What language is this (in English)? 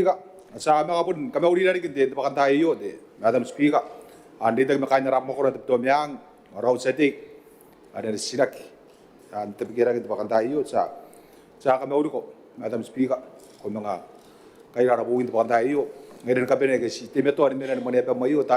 Gilbertese